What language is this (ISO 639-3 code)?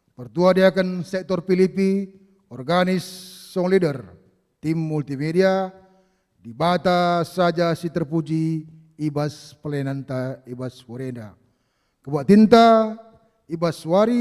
btx